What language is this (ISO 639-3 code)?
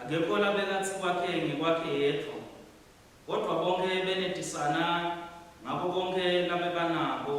ssw